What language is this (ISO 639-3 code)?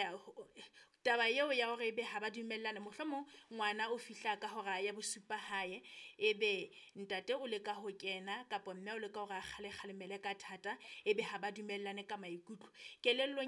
sot